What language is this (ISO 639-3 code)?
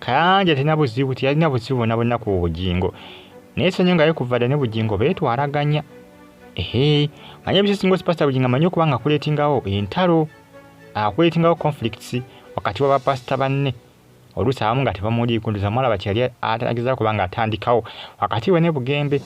lug